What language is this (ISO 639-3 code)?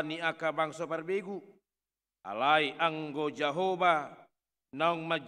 bbc